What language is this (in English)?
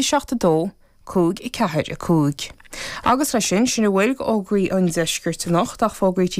Irish